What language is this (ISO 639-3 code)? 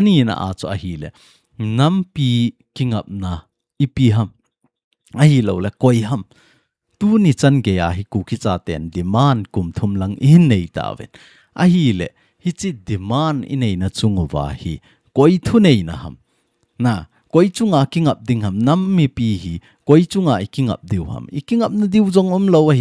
tcz